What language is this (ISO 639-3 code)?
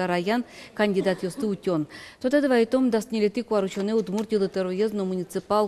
udm